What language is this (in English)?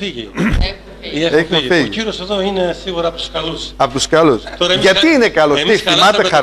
Greek